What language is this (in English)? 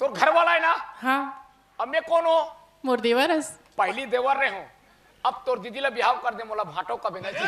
Chhattisgarhi